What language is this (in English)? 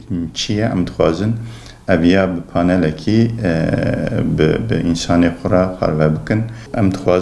Kurdish